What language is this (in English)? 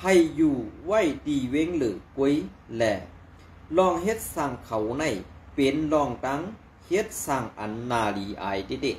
Shan